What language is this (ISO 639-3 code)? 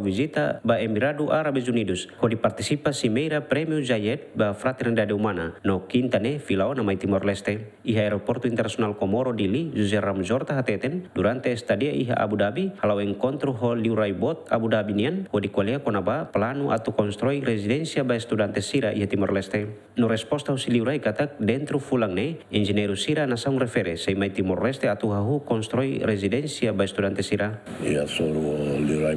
tet